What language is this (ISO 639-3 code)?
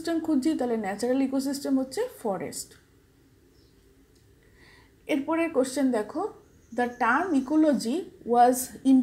ben